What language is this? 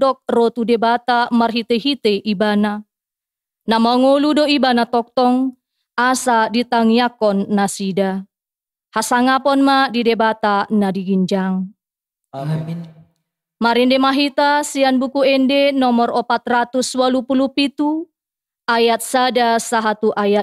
Batak Toba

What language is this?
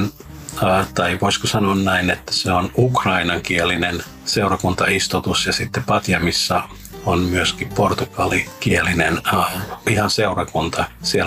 Finnish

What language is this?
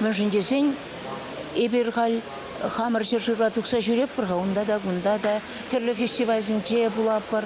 Chuvash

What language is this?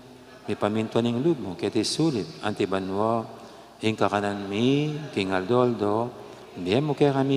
Pampanga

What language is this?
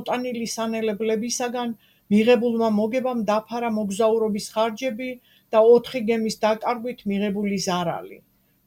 Georgian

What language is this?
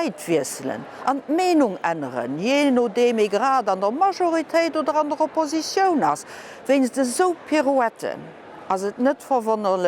Luxembourgish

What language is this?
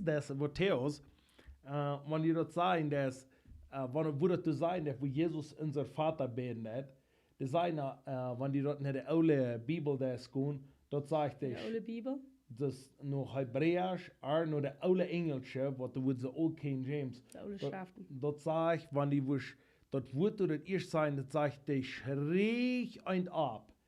Plautdietsch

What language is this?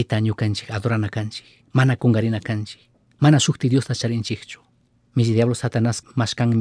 Chimborazo Highland Quichua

